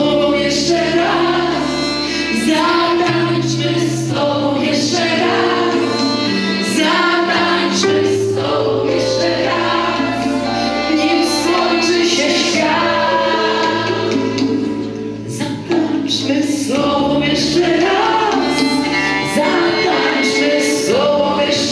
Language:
Polish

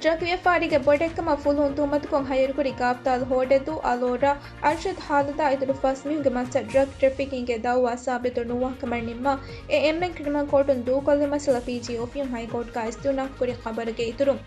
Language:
Divehi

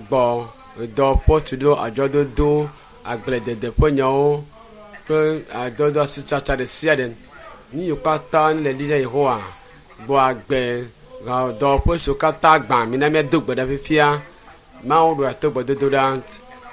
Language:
Ewe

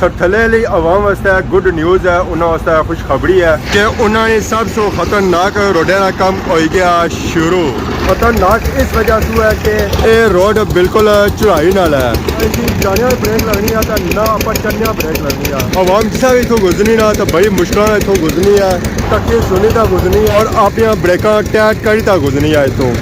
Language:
Pahari-Potwari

